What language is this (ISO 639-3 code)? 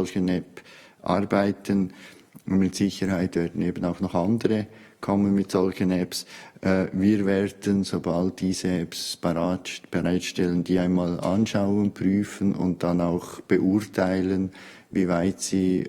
gsw